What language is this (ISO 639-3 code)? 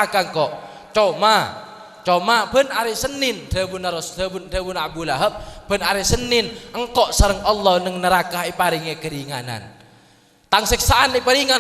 mad